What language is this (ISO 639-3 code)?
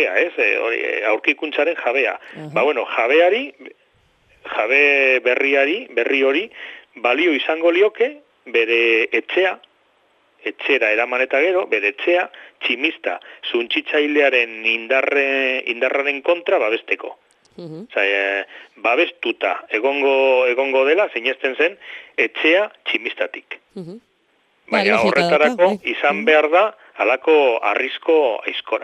eus